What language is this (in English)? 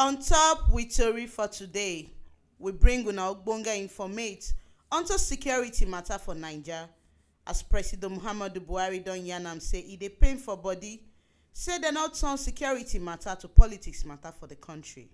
Nigerian Pidgin